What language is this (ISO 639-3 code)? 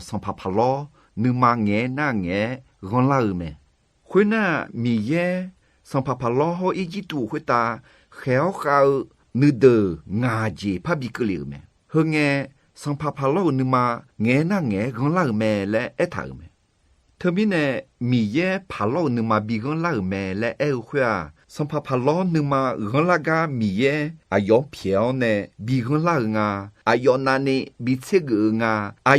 ahk